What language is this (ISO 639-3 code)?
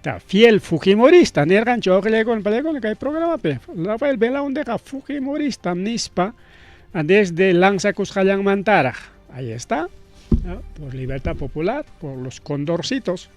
quy